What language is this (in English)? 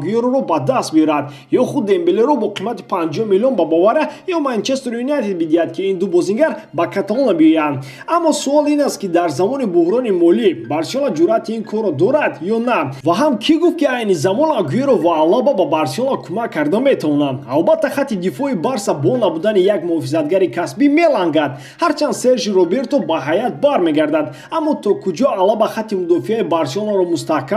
Tajik